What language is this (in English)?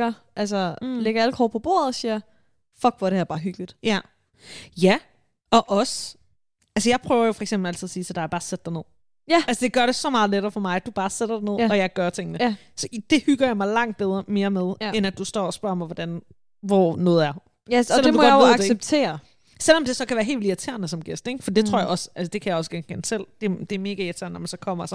Danish